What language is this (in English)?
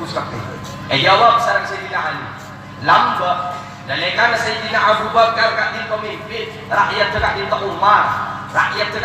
Madurese